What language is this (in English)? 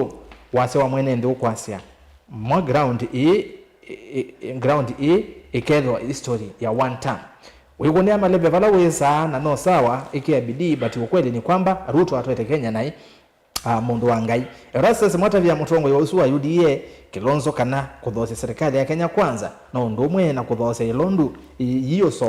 Kamba